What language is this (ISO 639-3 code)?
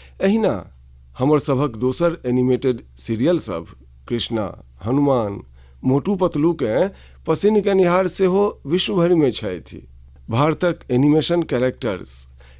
mai